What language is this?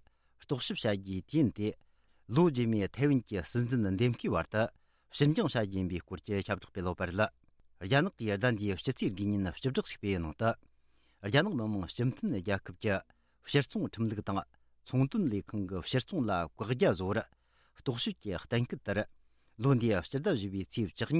Tibetan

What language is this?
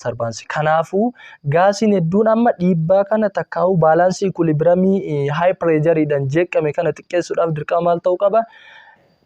Oromo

